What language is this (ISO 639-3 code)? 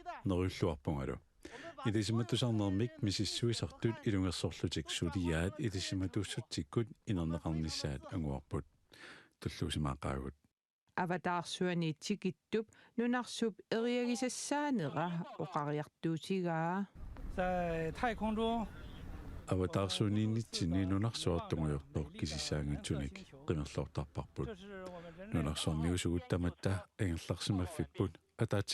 kal